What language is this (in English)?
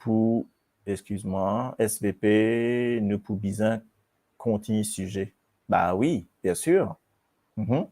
Morisyen